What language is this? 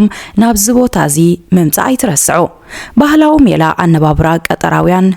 Tigrinya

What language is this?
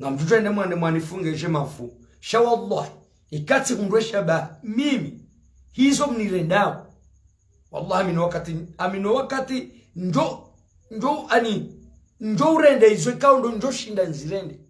Ngazidja Comorian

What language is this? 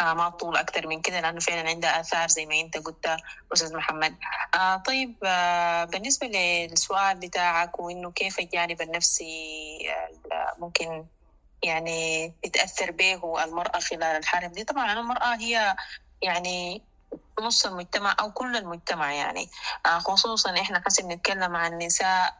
Sudanese Arabic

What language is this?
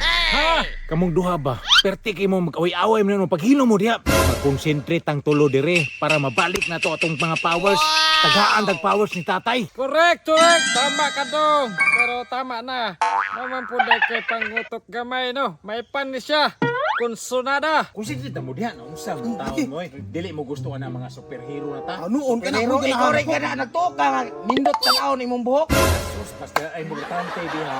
Cebuano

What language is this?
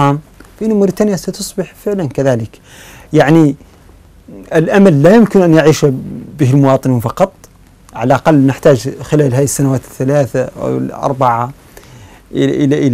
Arabic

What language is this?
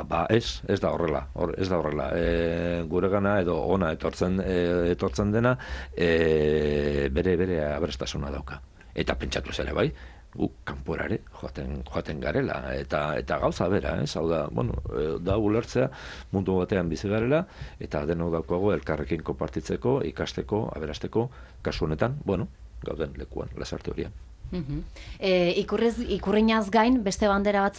Basque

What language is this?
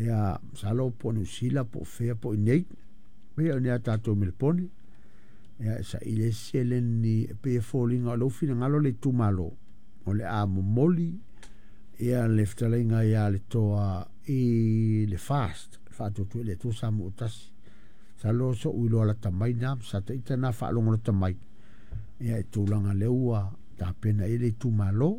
Samoan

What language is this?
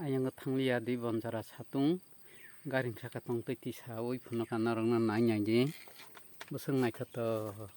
Kok Borok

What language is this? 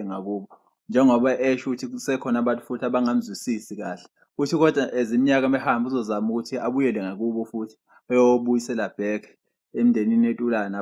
Zulu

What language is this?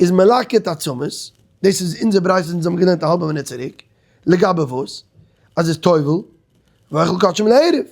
Yiddish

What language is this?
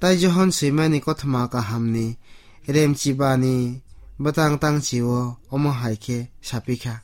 Kok Borok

